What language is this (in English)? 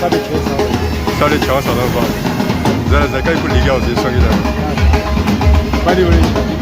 Pahari-Potwari